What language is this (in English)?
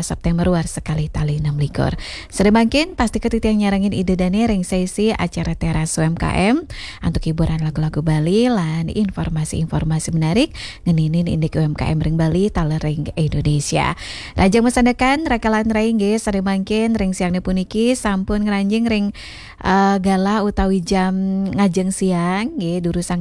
Balinese